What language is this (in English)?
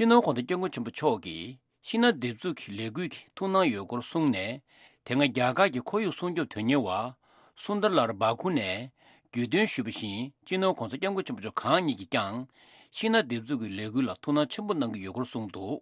Tibetan